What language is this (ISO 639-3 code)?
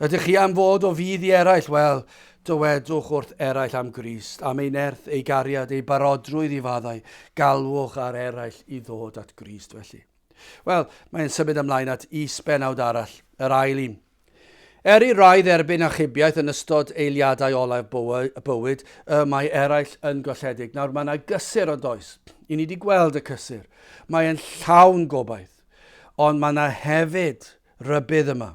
cym